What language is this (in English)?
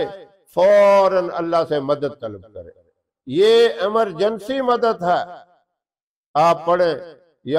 Urdu